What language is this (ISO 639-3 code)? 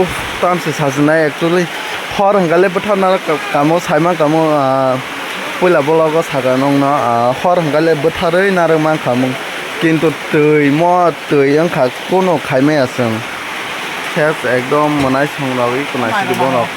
trp